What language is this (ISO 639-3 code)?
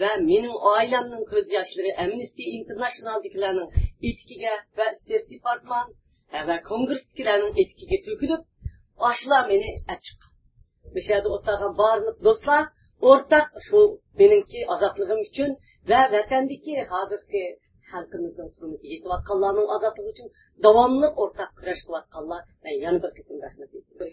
uig